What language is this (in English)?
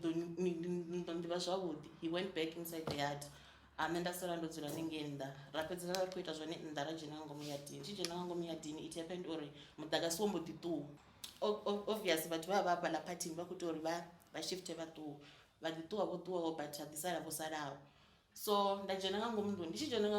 Venda